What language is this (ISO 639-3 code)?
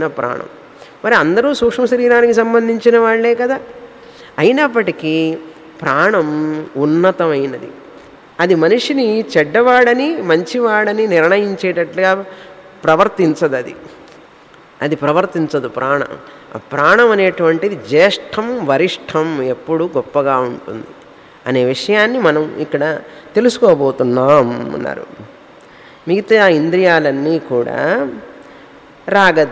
tel